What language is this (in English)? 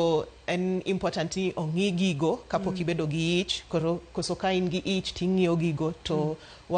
Luo (Kenya and Tanzania)